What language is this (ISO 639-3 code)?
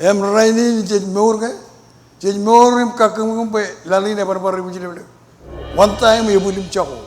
mah